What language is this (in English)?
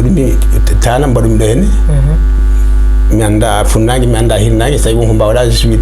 Fula